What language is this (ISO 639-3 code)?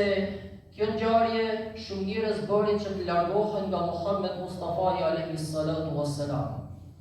sqi